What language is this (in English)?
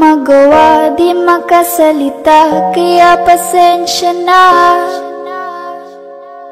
Filipino